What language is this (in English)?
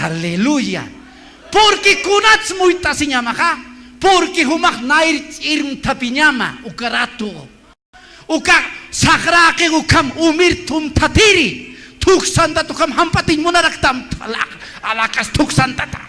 Aymara